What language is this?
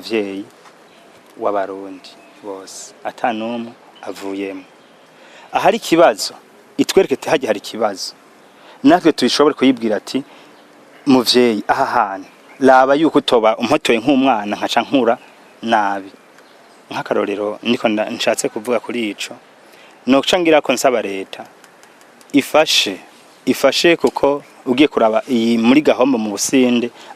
Rundi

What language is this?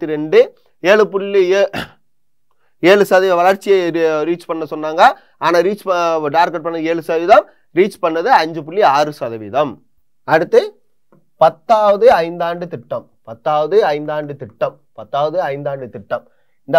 Tamil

